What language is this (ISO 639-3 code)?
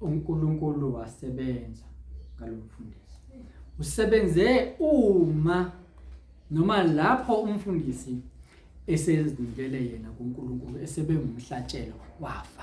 zul